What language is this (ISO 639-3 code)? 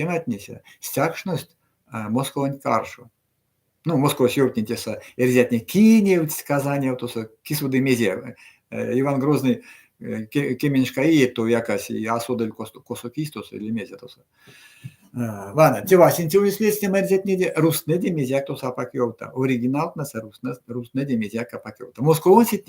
myv